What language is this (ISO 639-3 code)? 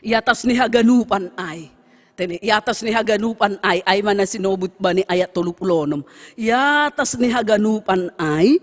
bts